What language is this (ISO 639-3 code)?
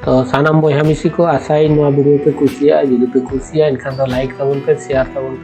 sat